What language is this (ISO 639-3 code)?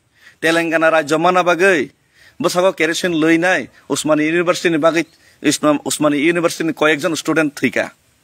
trp